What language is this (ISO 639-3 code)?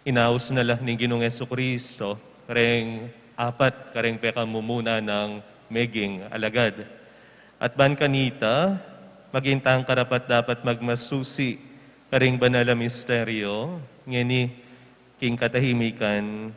pam